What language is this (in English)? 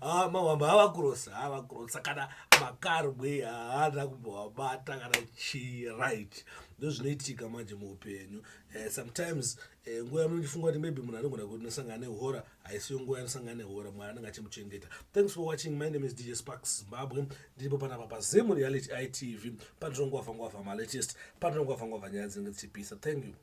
Shona